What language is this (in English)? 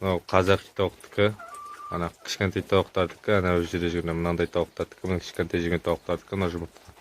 Kazakh